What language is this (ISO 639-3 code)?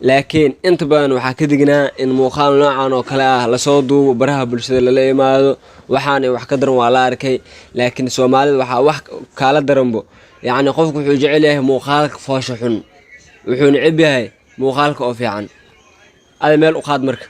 som